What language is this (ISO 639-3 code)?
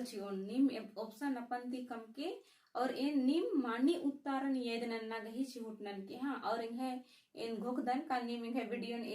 kru